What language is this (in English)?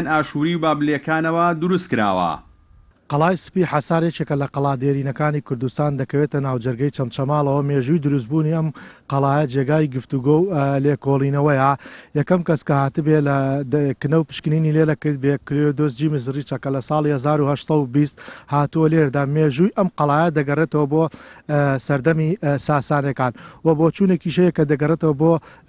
Central Kurdish